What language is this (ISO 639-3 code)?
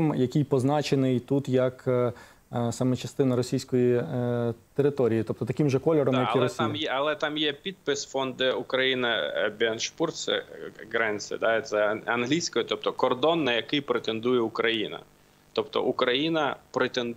ukr